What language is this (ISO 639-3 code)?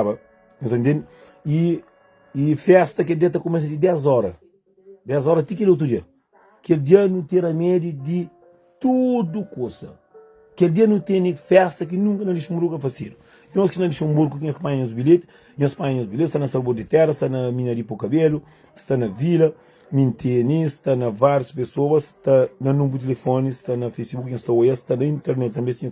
kea